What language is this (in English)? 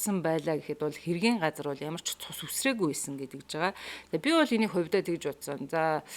Mongolian